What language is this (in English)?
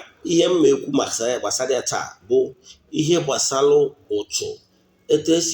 Igbo